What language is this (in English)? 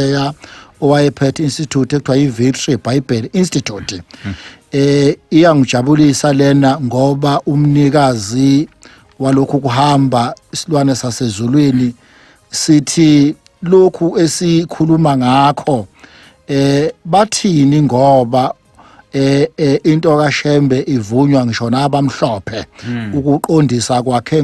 Zulu